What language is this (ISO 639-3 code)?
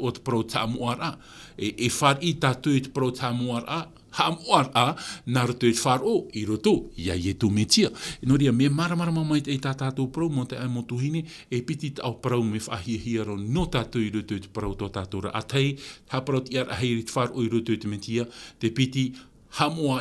tah